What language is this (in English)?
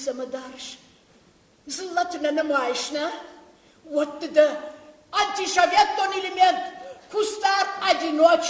Ossetic